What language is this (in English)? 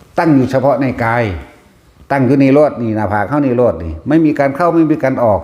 Northeastern Thai